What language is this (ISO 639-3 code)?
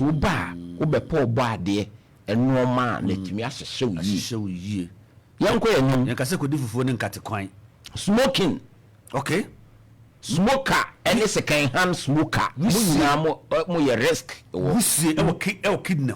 aka